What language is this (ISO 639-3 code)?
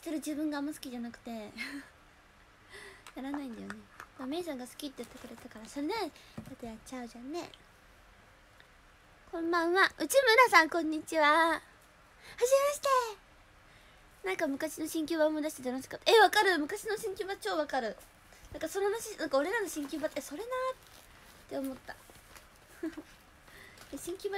jpn